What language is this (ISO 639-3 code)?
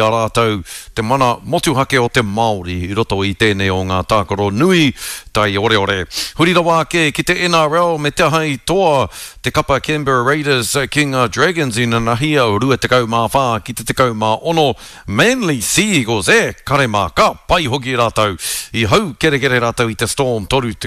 mri